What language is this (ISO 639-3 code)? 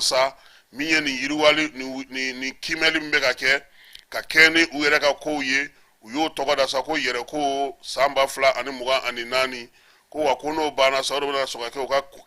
bam